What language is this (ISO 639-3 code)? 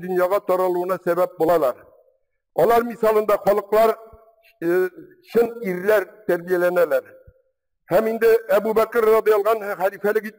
tat